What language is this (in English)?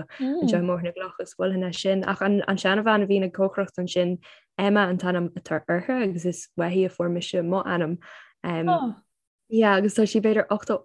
Irish